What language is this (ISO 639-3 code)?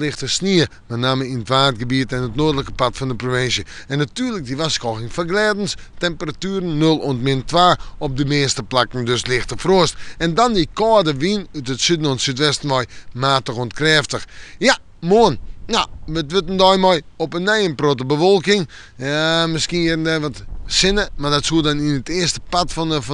fry